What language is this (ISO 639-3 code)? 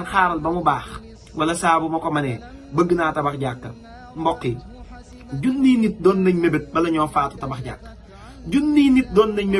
wol